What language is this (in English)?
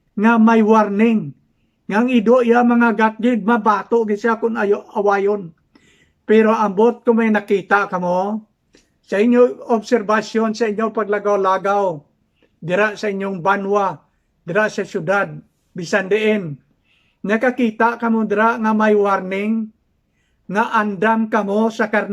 Hiligaynon